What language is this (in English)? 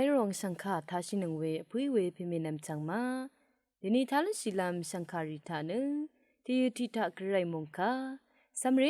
Rawang